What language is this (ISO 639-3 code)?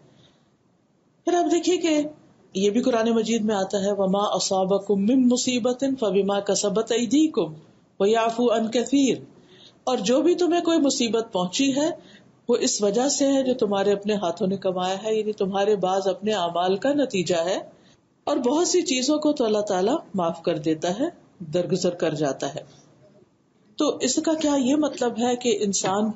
urd